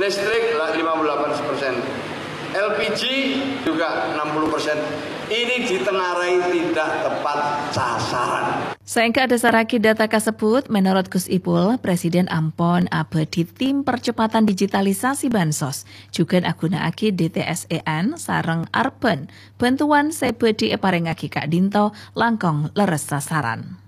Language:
Madurese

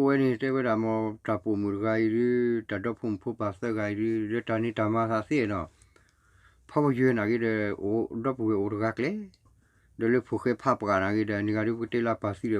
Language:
S'gaw Karen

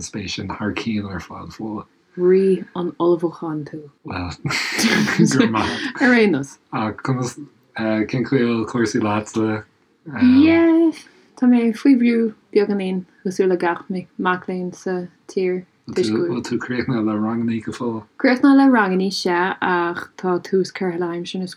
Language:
Irish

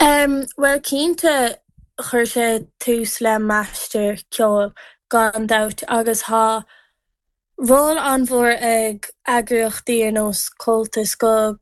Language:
Irish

